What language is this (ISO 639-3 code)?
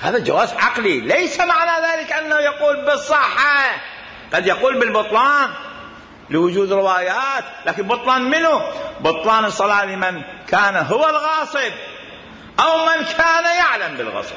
acm